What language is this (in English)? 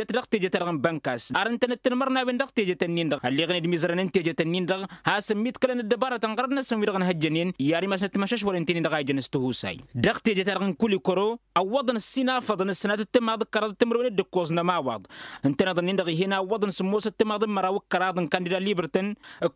Tamasheq